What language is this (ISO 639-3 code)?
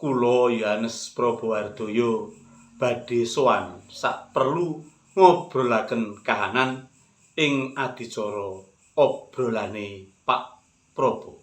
jav